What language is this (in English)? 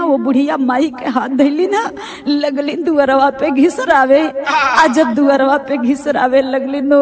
Bhojpuri